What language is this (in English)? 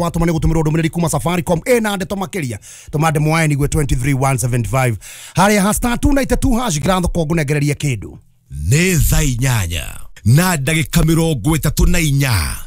Kikuyu